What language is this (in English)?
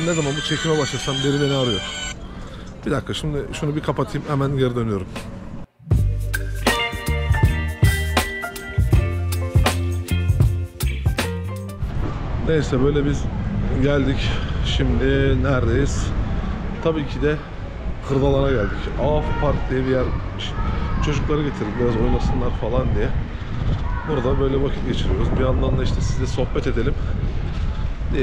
Turkish